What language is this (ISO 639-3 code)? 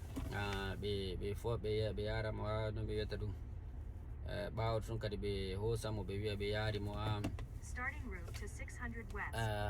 ful